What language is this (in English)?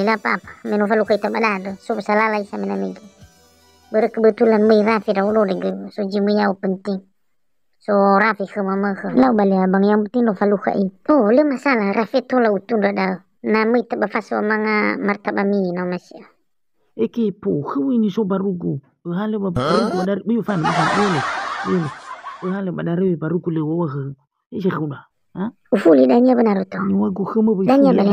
Nias